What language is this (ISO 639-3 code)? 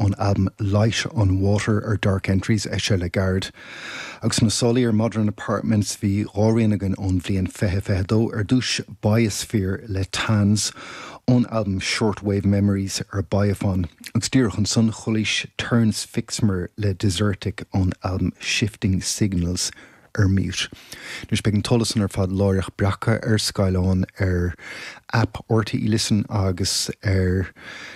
gle